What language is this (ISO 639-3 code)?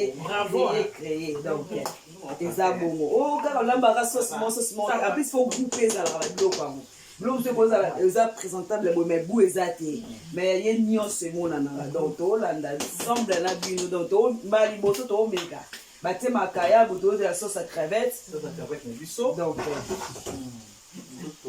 lin